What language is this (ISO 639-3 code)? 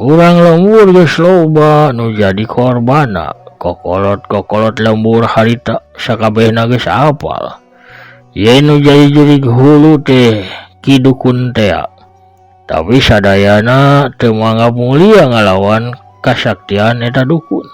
sun